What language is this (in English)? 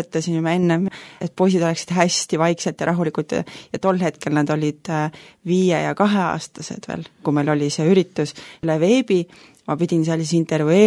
Estonian